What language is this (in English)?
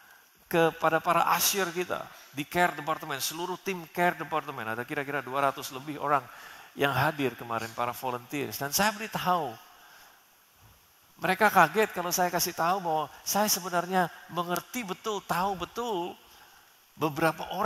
Indonesian